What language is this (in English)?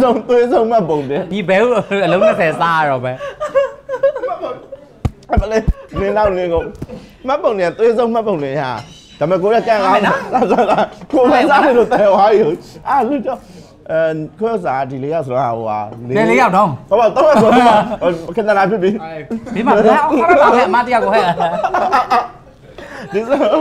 Burmese